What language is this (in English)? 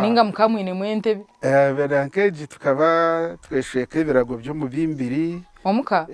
Nyankole